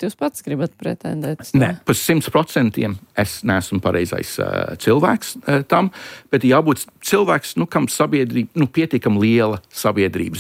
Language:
Latvian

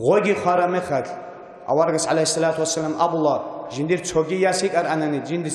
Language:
Avaric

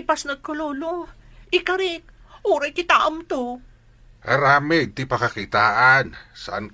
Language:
Iloko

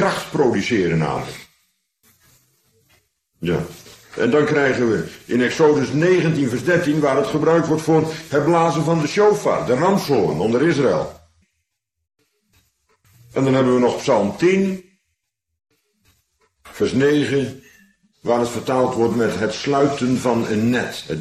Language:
Dutch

